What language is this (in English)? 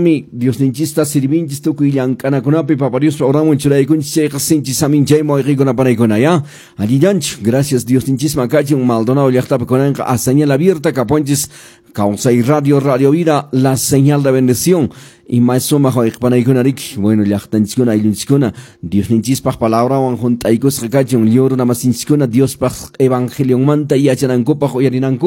Quechua